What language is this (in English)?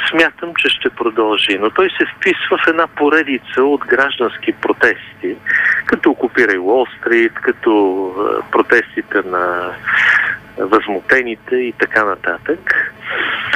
Bulgarian